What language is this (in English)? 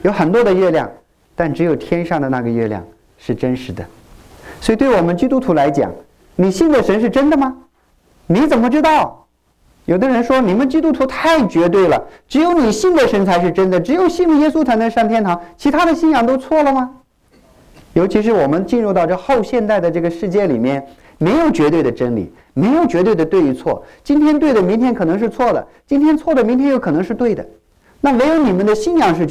Chinese